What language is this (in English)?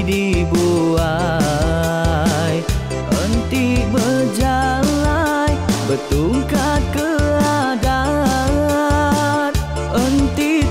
Iban